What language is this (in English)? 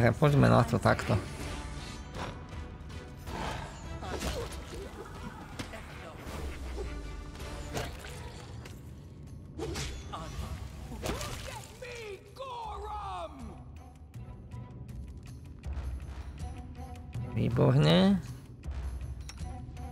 Slovak